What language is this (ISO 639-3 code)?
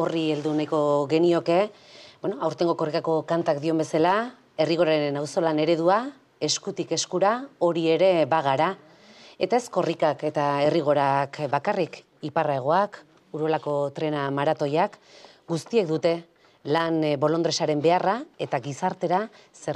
eus